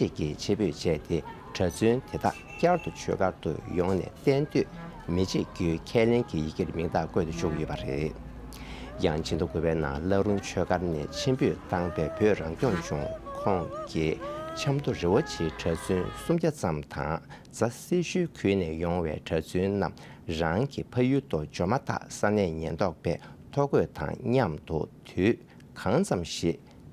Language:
Tibetan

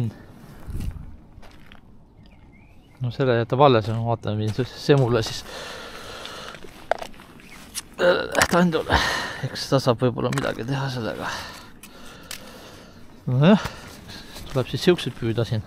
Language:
Estonian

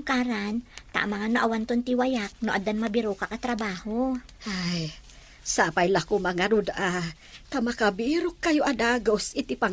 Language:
Iloko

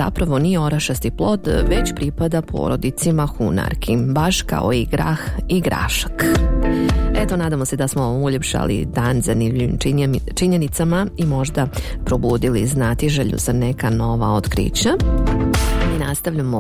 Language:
Bosnian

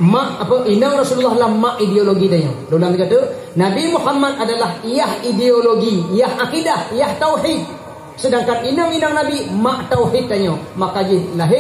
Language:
Achinese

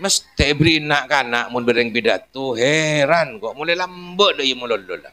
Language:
Madurese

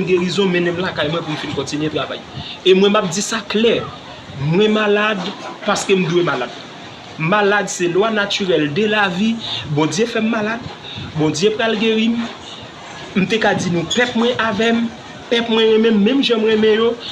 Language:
Haitian Creole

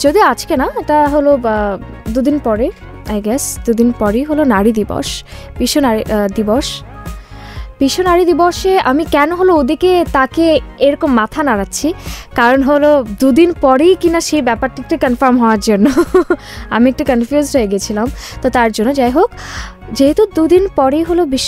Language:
Bangla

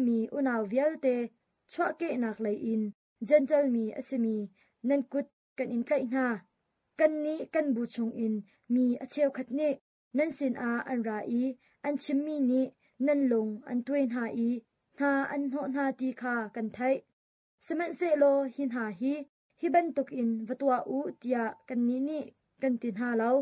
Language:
Hakha Chin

